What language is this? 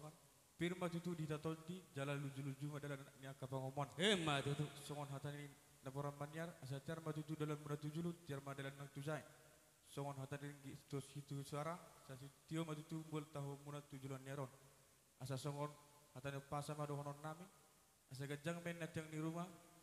Batak Toba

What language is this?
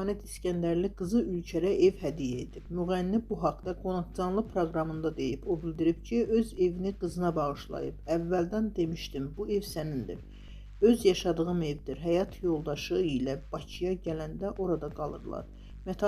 Azerbaijani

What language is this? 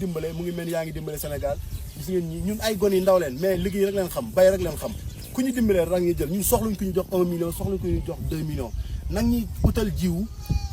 Wolof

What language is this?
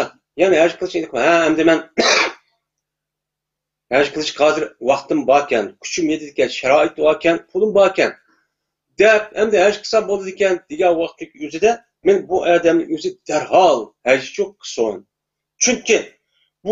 Uyghur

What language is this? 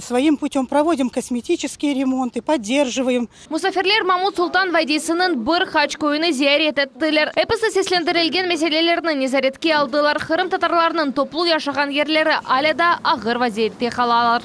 Crimean Tatar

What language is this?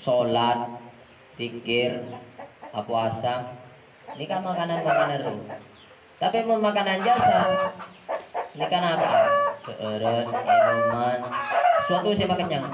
Madurese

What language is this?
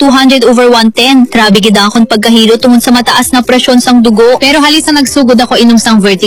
Hiligaynon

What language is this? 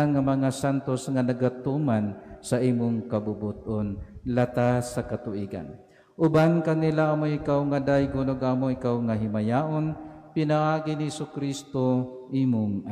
Cebuano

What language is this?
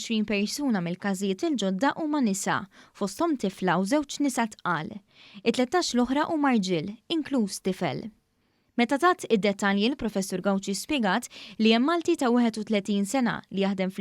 Maltese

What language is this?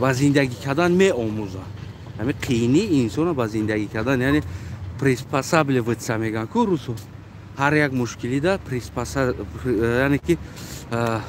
Tajik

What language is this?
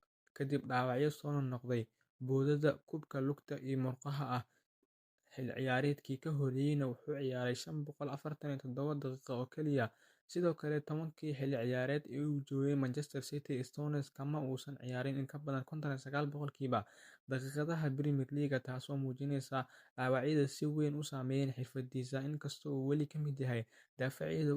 Somali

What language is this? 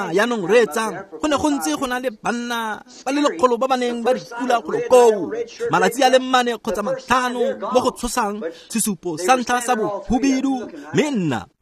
Tswana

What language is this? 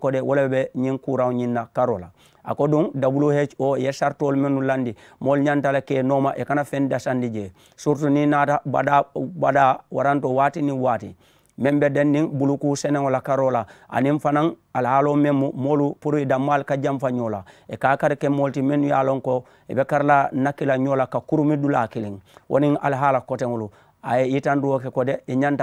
Mandingo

